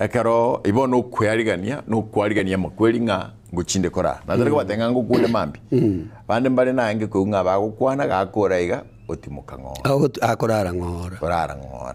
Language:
Gusii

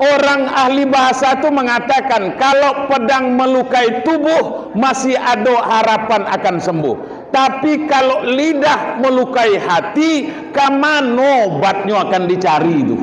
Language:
Minangkabau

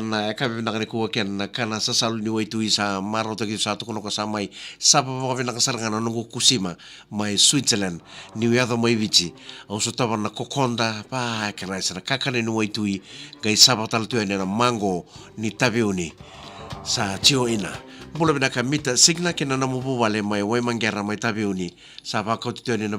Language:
Fijian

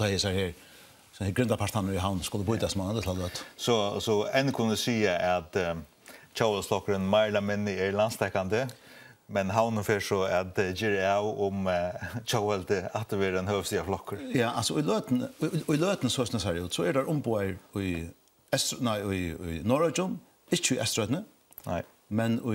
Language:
Faroese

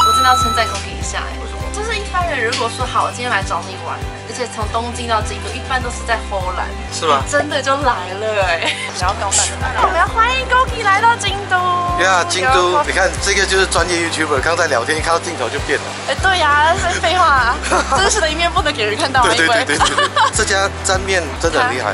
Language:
Chinese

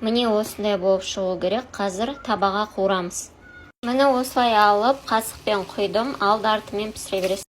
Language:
Kazakh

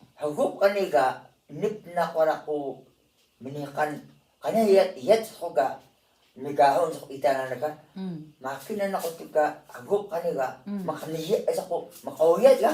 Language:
Atayal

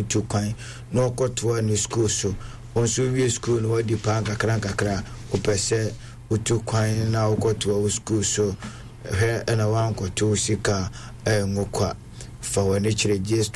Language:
Akan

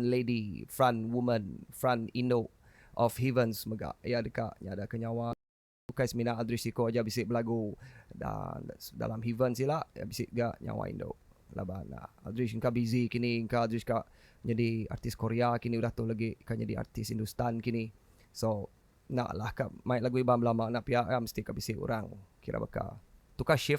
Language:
Iban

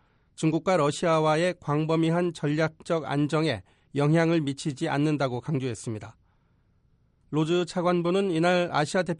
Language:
Korean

